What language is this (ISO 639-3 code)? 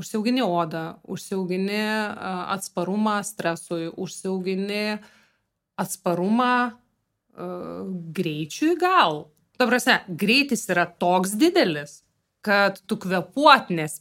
lit